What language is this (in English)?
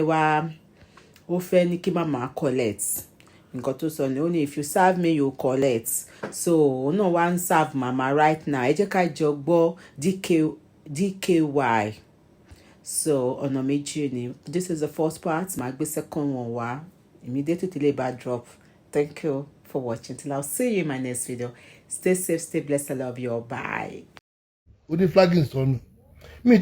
Yoruba